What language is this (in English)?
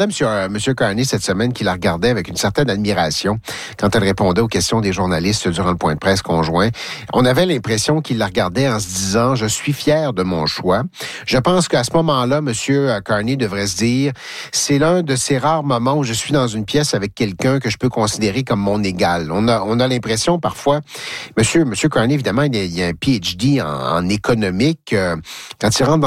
French